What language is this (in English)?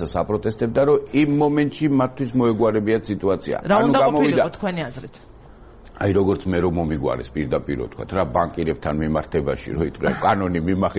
Georgian